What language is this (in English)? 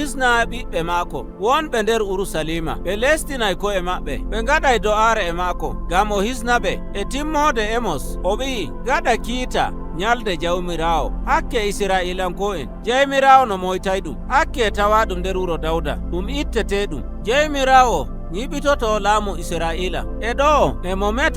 Nigerian Fulfulde